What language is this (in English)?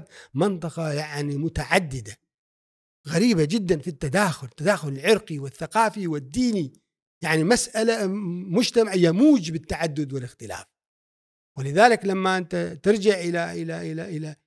Gulf Arabic